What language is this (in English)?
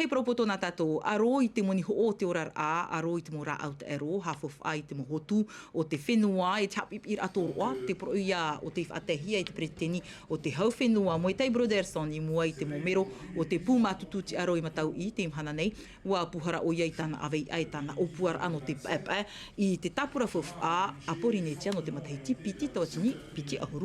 Tahitian